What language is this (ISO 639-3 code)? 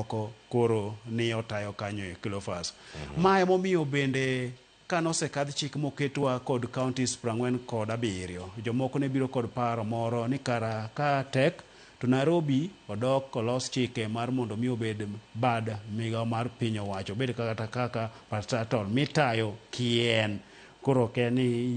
luo